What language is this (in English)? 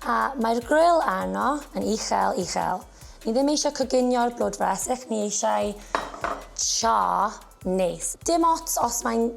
Welsh